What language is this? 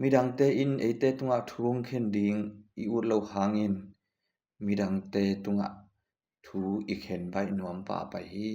Tedim Chin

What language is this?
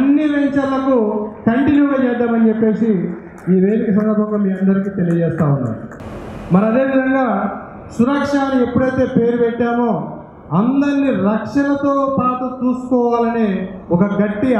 Telugu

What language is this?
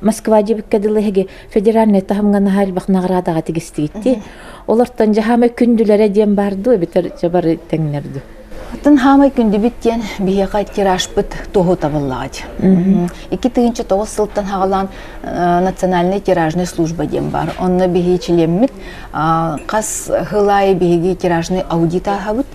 Yakut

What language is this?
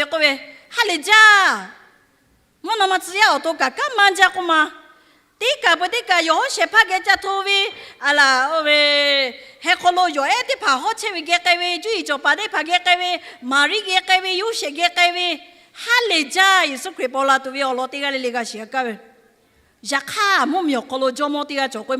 Lahu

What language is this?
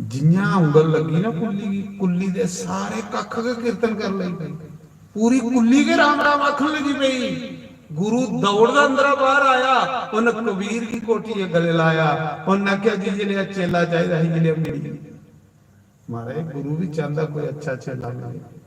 Dogri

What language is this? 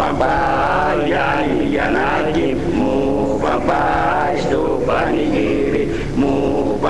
Greek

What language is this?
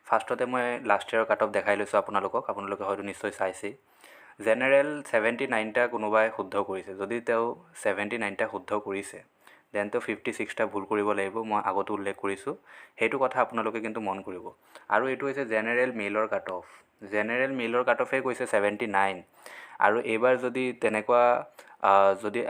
Assamese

